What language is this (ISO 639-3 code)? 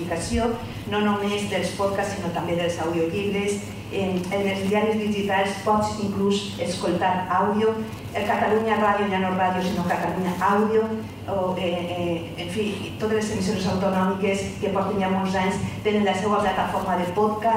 cat